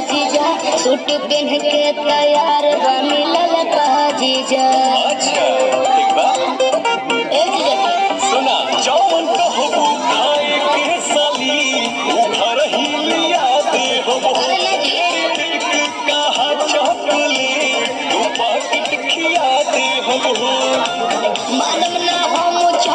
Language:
Bhojpuri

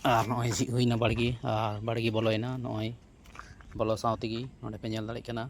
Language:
Santali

